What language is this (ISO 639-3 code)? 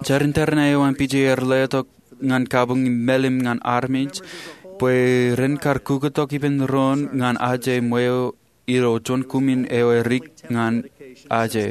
mah